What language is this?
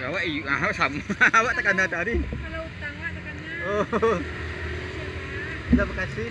Minangkabau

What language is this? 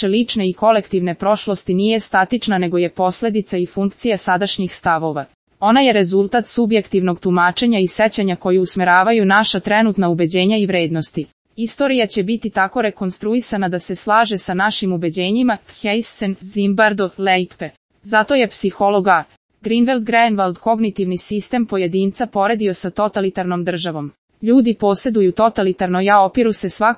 Serbian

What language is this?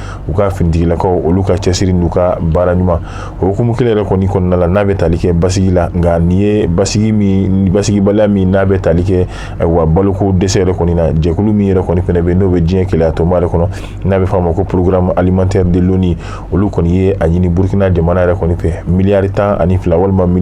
Bambara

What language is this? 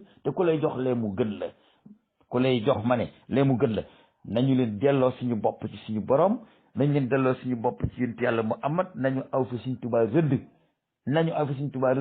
Wolof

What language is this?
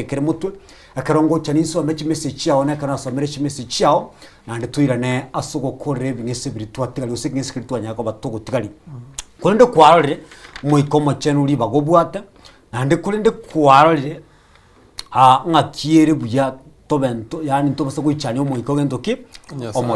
Gusii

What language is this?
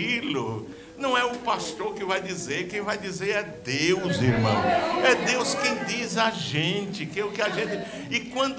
Portuguese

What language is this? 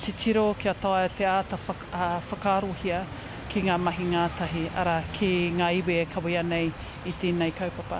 Māori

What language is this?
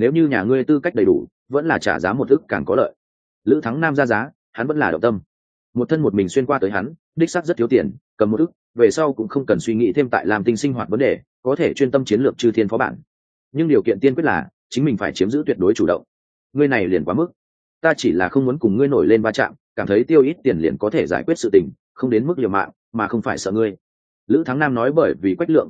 Vietnamese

